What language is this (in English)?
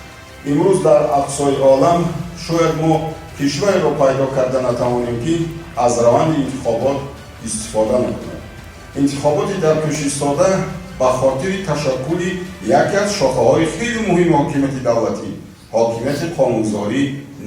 Tajik